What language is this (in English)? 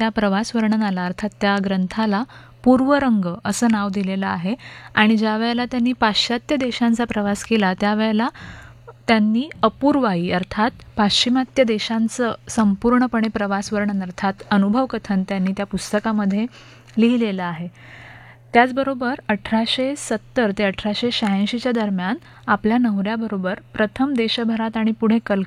Marathi